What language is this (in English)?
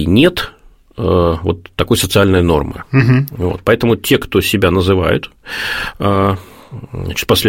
Russian